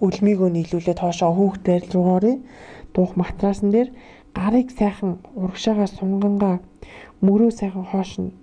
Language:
Mongolian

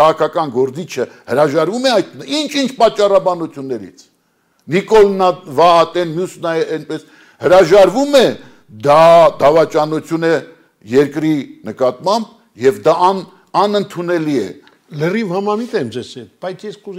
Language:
Armenian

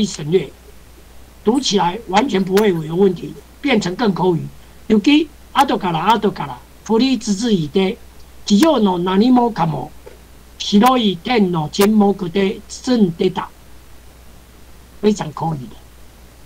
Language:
Chinese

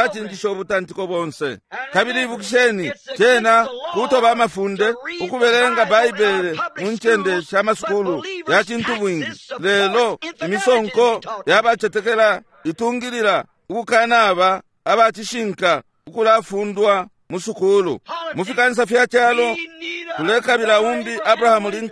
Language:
Bemba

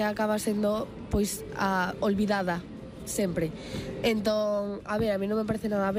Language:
Galician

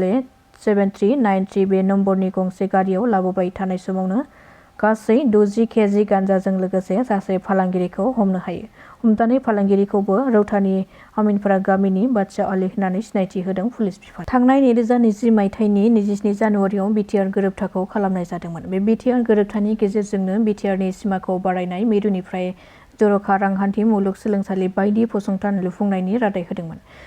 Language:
Bodo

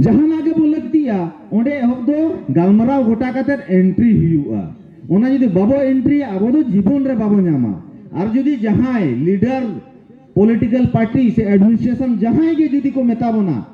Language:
Santali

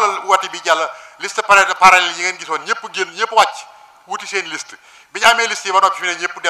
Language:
Wolof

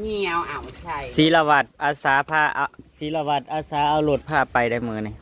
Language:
Northeastern Thai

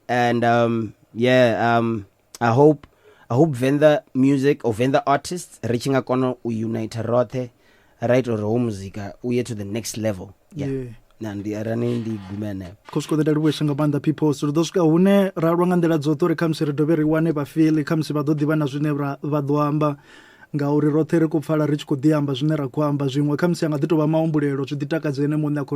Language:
Venda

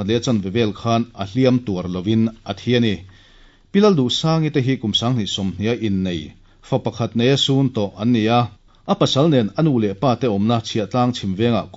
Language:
Mizo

